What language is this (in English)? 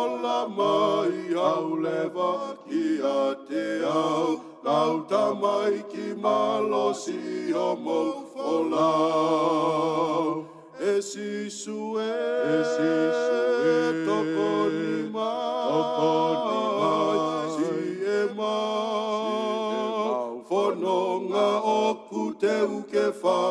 Tongan